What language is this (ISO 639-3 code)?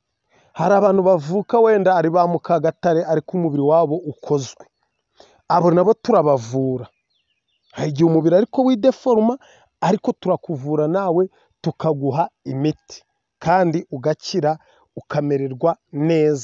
kin